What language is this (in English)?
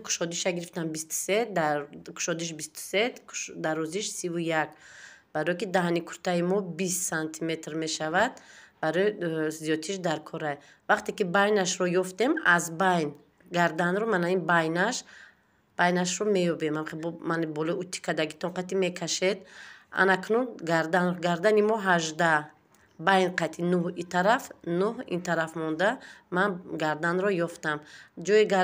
Tajik